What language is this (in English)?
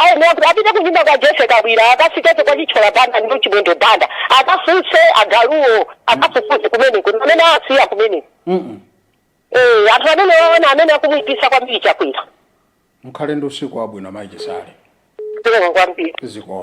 Nyanja